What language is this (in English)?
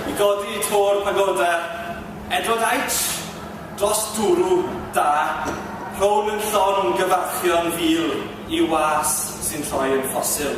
Welsh